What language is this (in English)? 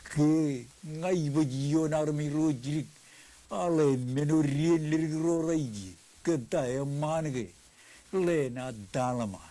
Marshallese